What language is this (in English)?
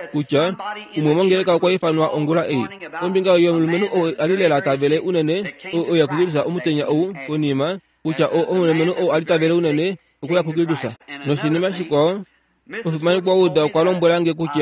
Kuanyama